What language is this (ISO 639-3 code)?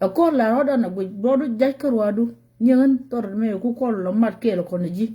nus